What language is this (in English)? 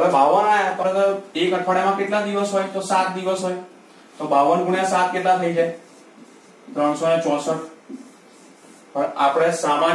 Gujarati